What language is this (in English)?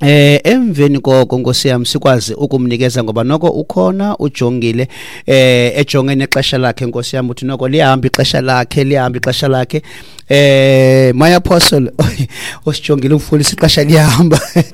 Xhosa